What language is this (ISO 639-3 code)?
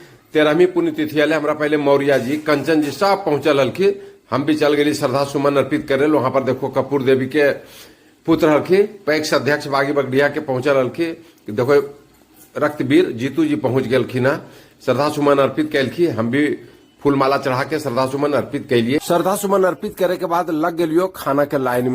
mag